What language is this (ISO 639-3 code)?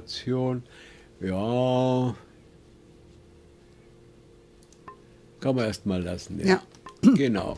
deu